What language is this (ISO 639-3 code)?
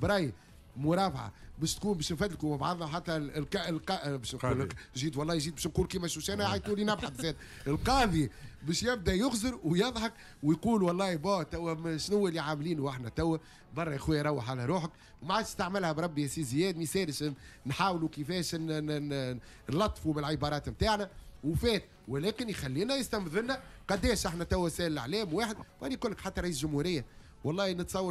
aeb